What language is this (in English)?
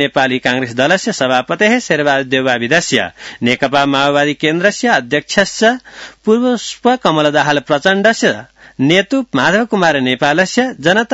Sanskrit